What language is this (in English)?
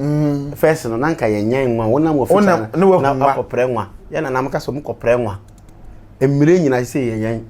Akan